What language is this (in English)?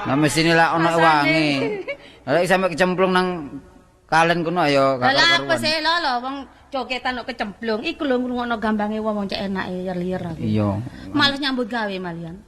Javanese